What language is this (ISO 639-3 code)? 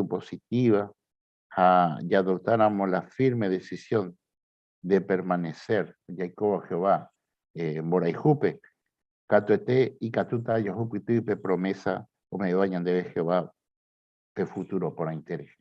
grn